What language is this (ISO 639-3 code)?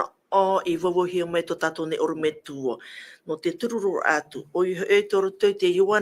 tah